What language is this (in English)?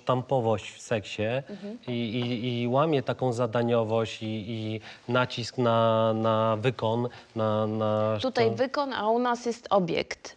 Polish